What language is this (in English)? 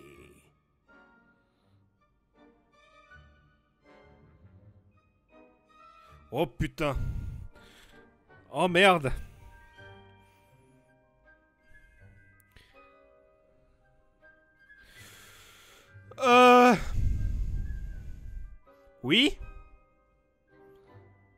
French